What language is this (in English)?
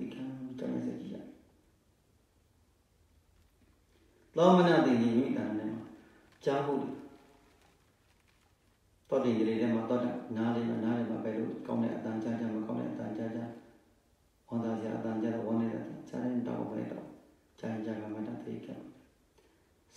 Burmese